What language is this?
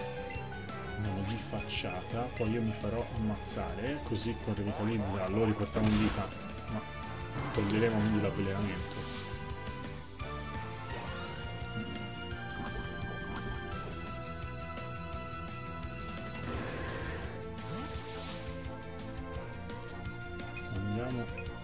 Italian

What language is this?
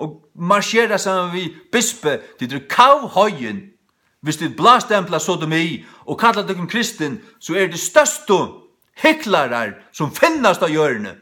Faroese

